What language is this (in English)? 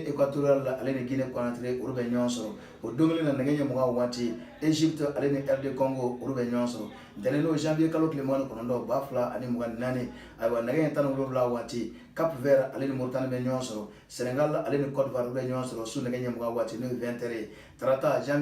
Bambara